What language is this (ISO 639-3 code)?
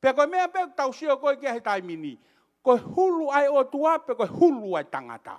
ton